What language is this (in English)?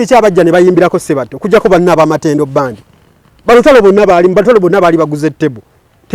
Ganda